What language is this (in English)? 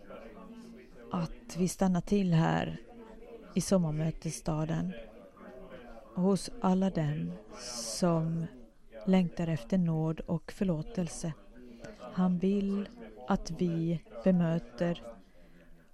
Swedish